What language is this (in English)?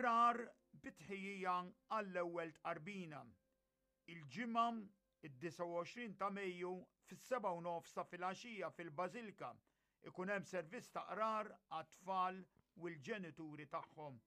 Maltese